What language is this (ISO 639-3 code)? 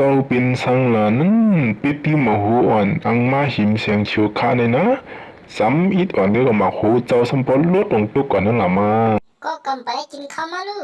shn